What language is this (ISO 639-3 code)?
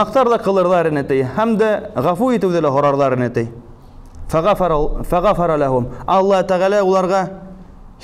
bak